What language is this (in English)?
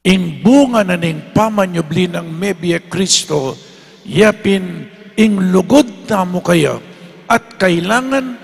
Pampanga